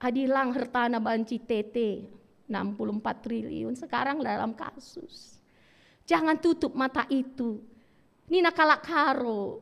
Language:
Batak Karo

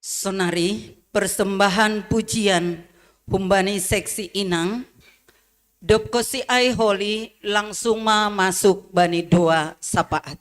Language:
Batak Simalungun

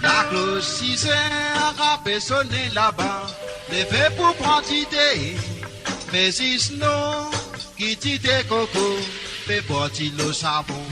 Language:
Morisyen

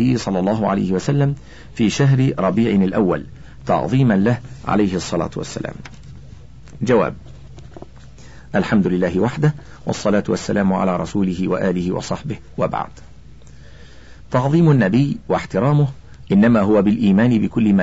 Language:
Arabic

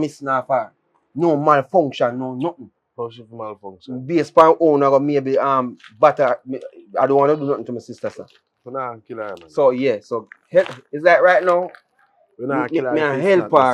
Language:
Jamaican Creole English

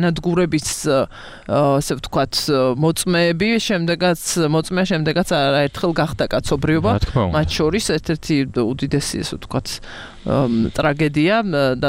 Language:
Georgian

